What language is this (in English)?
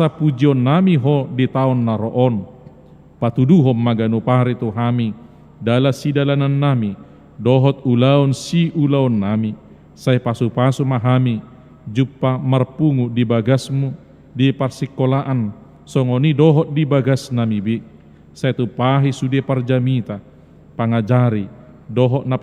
Batak Toba